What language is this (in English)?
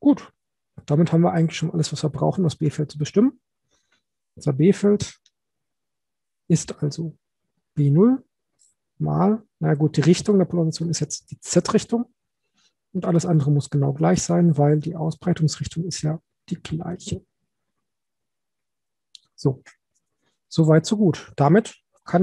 German